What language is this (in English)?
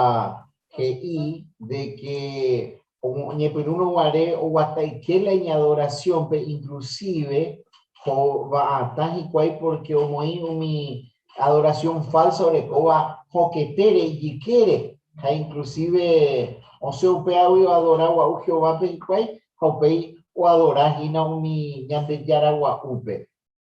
Guarani